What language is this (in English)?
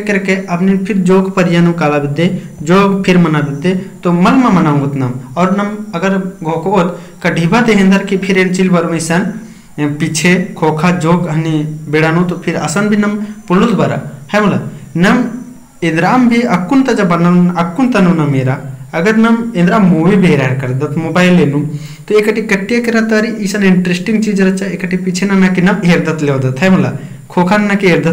Kurukh